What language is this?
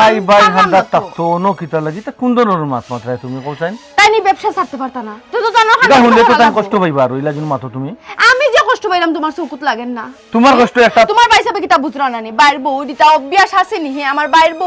Sylheti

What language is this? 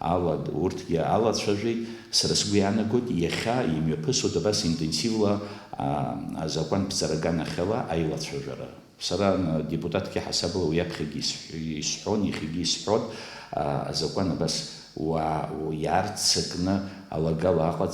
Abkhazian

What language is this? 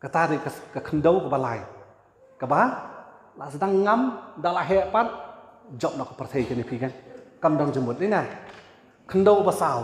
Khasi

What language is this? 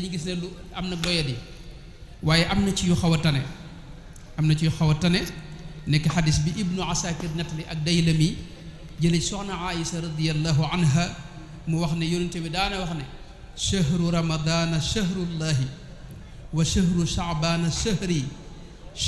Wolof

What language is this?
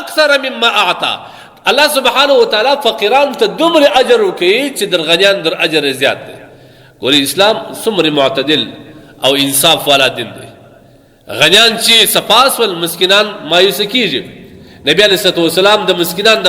Pashto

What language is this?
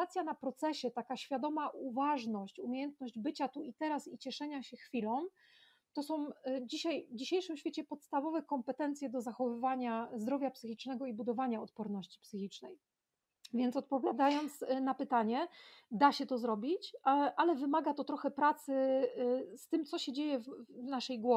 Polish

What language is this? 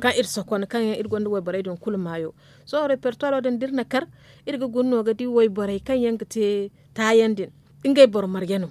Zarma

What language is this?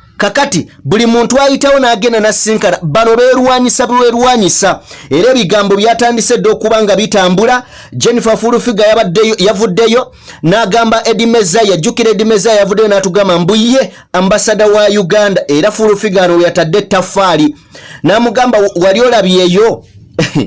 Ganda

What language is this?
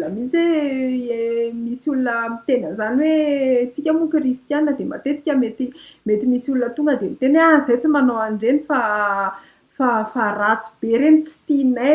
Malagasy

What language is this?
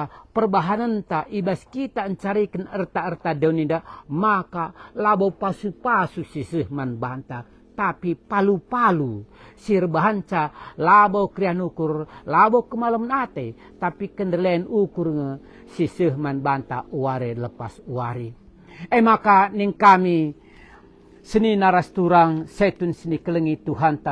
Batak Karo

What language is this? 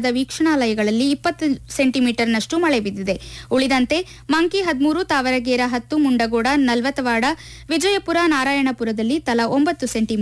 Kannada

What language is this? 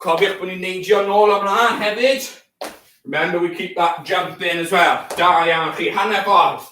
Welsh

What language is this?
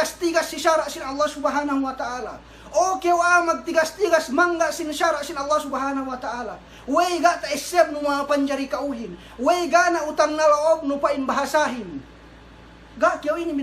Yakan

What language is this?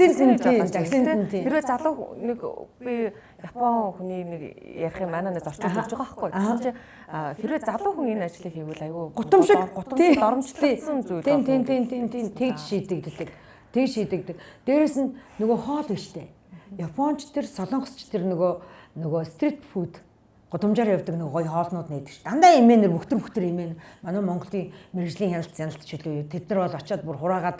Mongolian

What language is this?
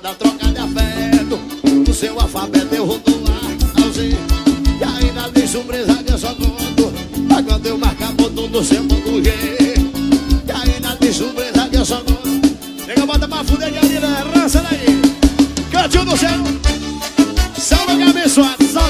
Portuguese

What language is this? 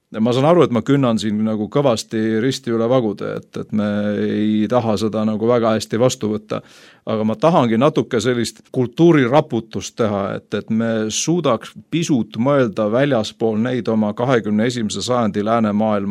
Estonian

